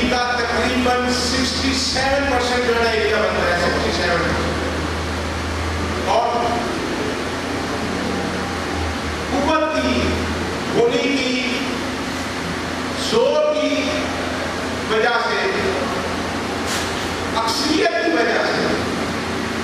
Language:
Urdu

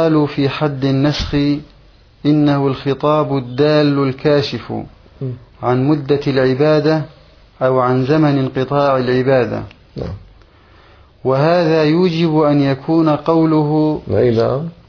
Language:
Arabic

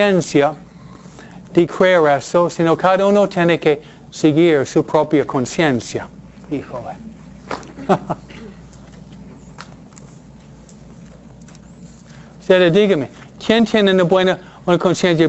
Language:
Spanish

